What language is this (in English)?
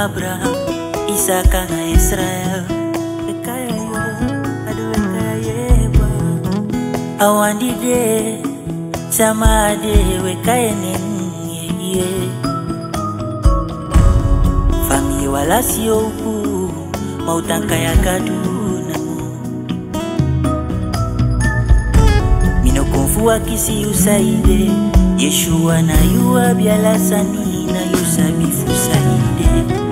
Swahili